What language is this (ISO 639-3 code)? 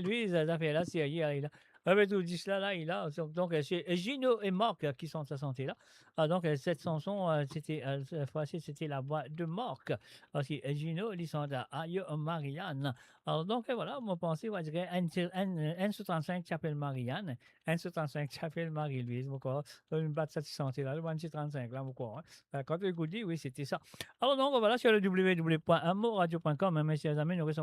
mfe